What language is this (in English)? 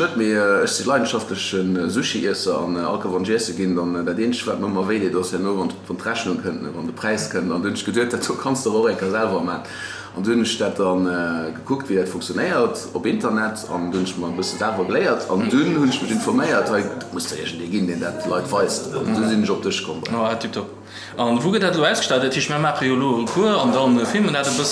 Luxembourgish